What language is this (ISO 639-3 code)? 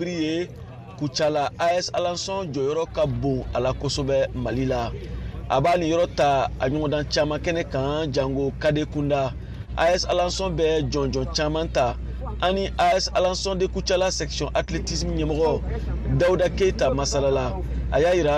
bam